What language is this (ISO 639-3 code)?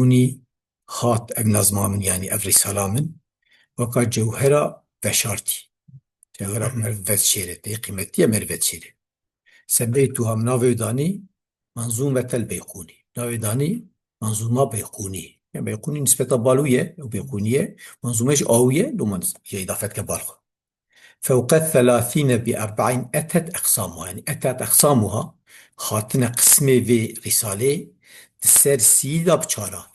kur